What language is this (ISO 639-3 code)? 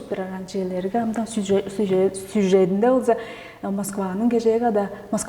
tyv